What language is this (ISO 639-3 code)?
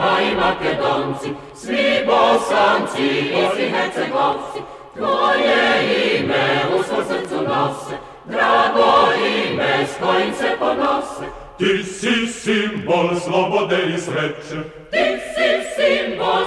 srp